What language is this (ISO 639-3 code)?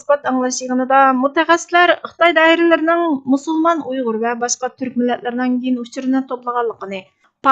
uig